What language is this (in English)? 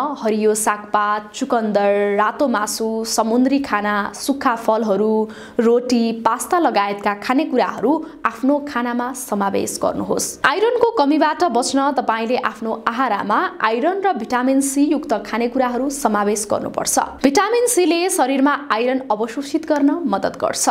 Nepali